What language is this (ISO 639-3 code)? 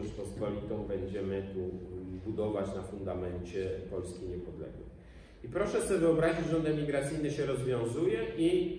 pol